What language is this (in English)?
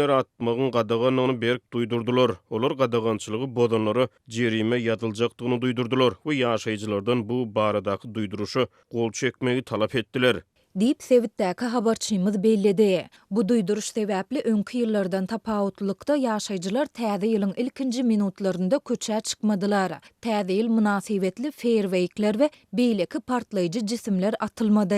Turkmen